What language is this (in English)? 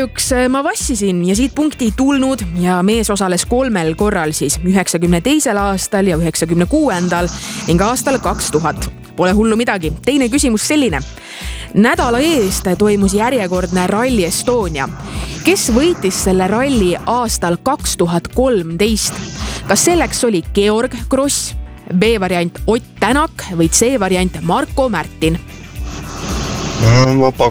Estonian